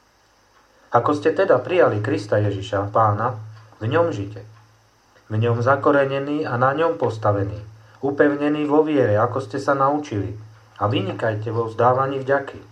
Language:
Slovak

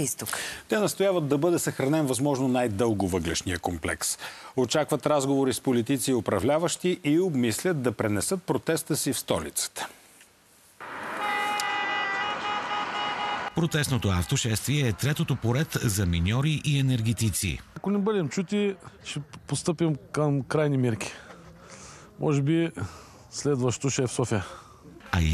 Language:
Bulgarian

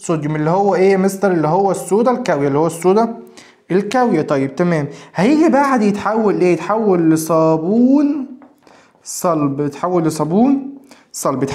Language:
Egyptian Arabic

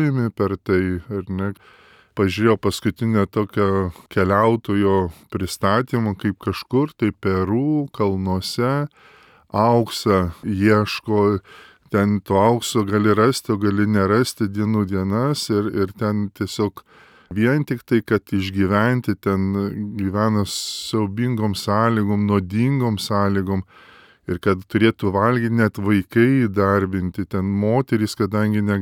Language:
Lithuanian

